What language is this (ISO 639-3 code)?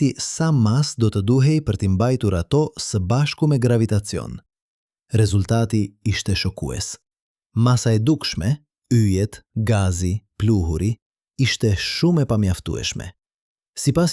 sqi